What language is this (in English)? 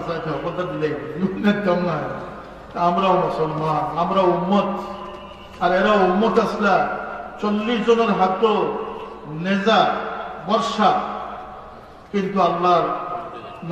Sylheti